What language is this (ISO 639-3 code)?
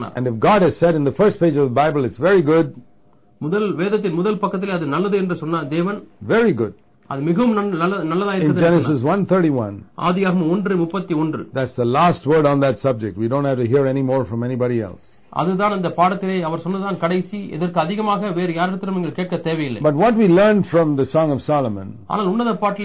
tam